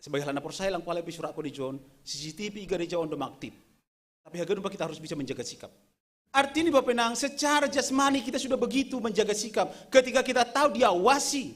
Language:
Batak Simalungun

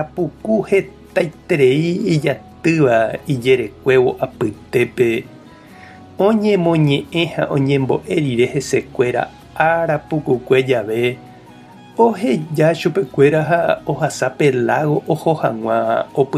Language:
Guarani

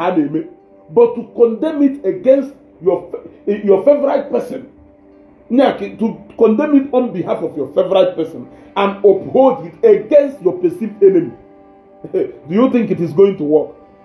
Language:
Igbo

